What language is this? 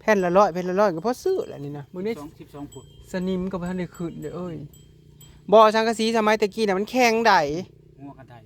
Northeastern Thai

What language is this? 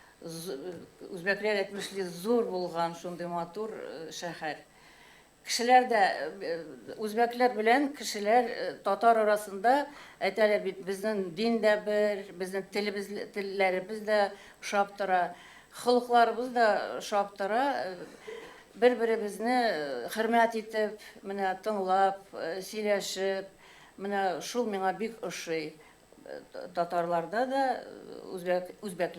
Tatar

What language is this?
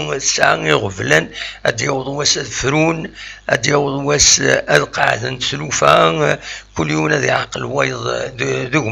Kabyle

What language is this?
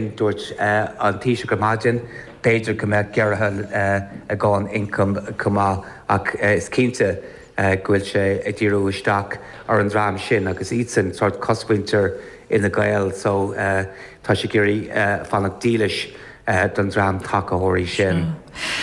Irish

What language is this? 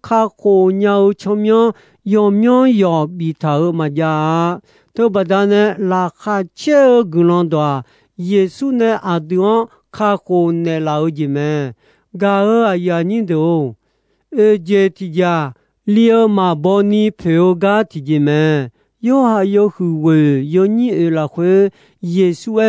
Akha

